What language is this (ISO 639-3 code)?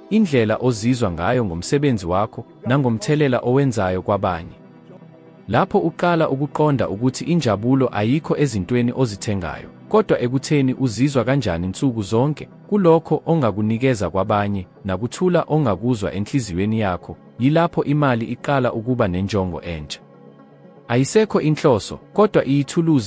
zul